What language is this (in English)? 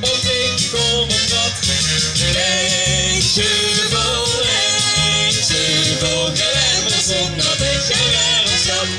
Limburgish